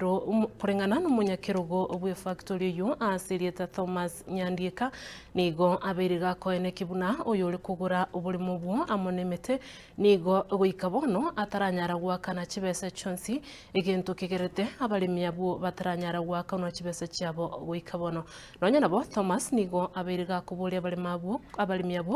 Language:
Gusii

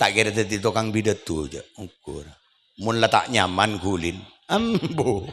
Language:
Madurese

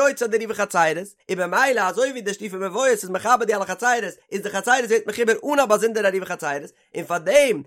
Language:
Yiddish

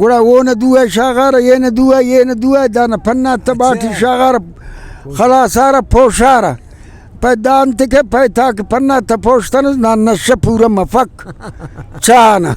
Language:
Brahui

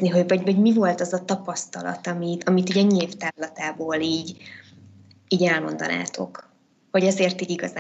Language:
Hungarian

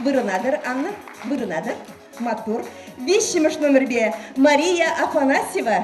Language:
Chuvash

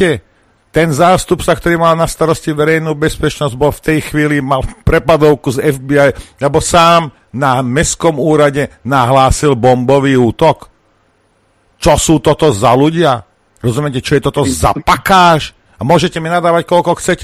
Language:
Slovak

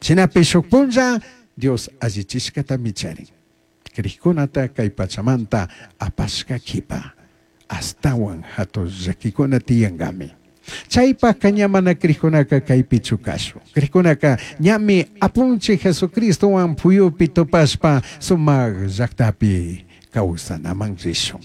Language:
Chimborazo Highland Quichua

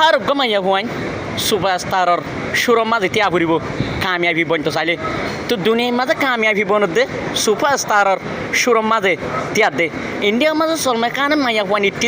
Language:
Rohingya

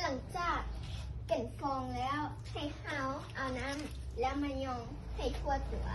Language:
Lao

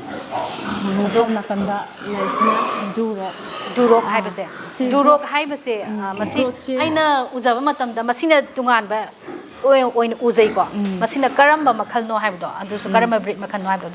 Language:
Manipuri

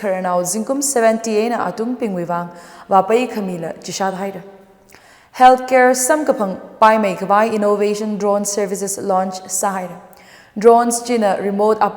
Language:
Tangkhul Naga (India)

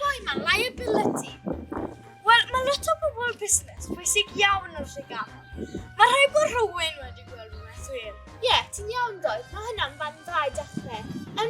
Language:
Welsh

